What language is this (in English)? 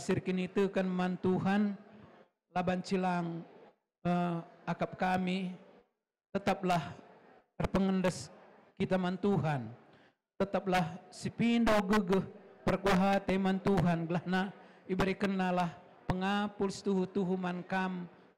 Batak Karo